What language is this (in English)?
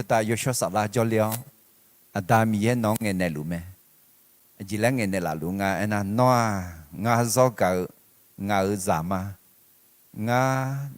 Akha